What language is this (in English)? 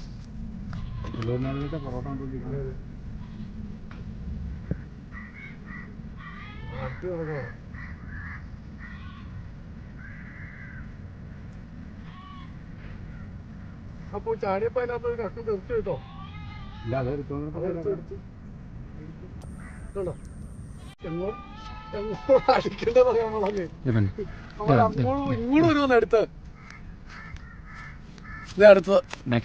Malayalam